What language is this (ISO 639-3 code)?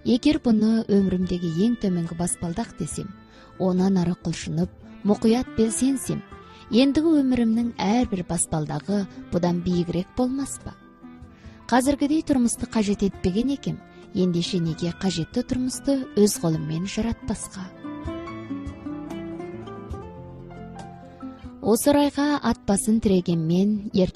kaz